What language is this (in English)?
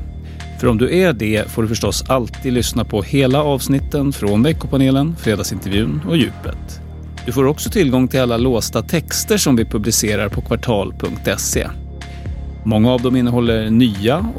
Swedish